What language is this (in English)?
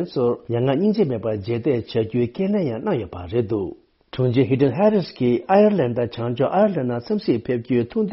Tibetan